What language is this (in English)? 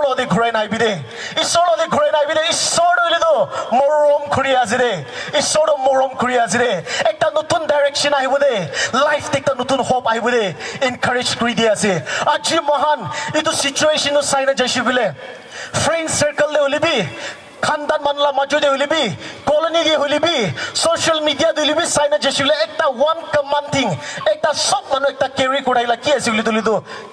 Naga Pidgin